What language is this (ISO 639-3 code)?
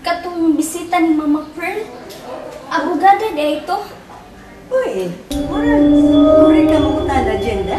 ceb